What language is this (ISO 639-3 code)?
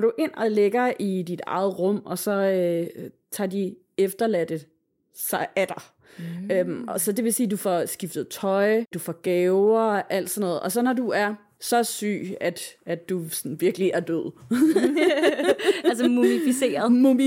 dan